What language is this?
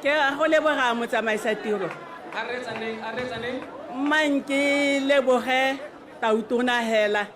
Tswana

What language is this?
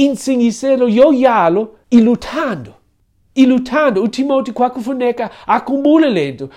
Xhosa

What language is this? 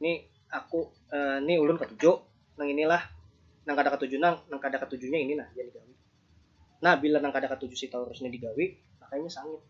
Banjar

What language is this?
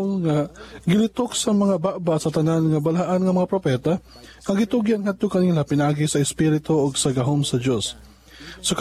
Cebuano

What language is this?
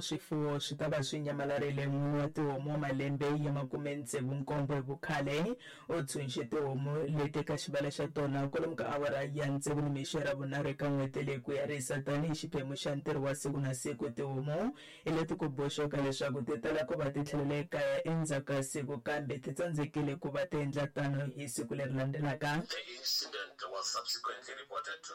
Tsonga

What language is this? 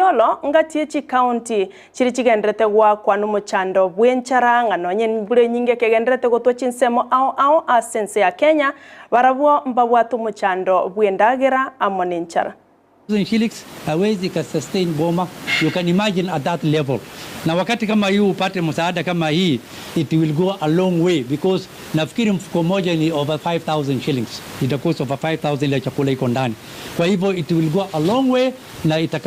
Gusii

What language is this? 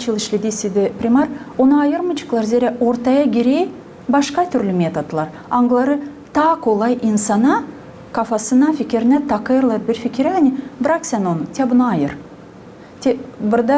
Gagauz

